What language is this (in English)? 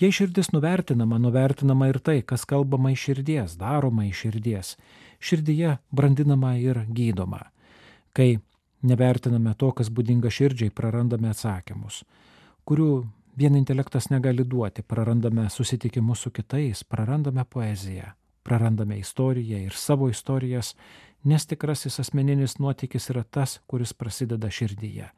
Lithuanian